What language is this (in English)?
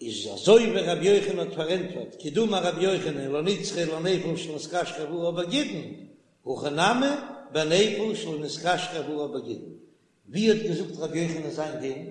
Yiddish